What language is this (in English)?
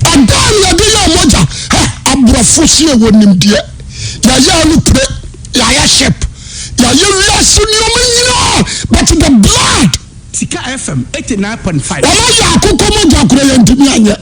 Akan